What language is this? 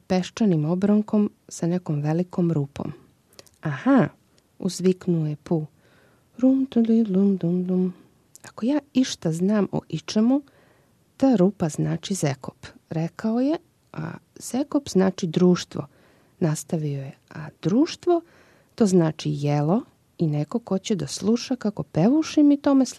Serbian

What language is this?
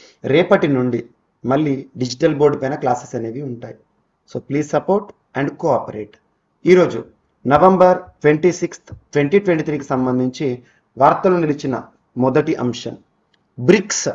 Telugu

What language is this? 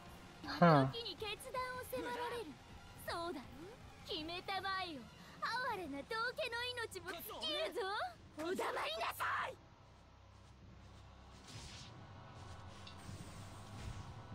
Japanese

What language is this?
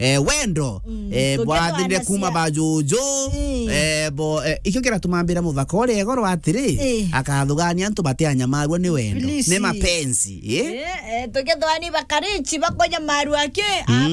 Meru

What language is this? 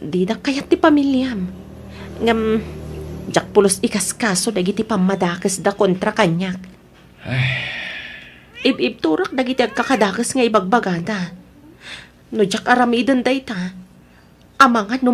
Iloko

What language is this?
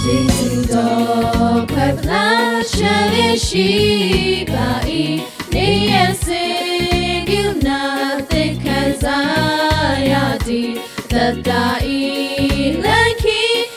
Lahu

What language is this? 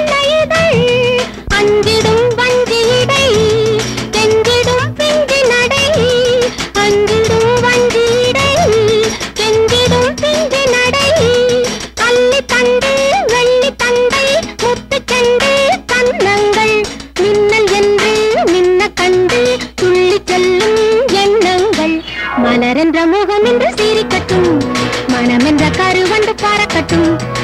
Tamil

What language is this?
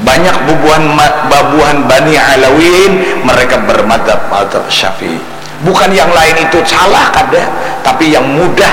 Banjar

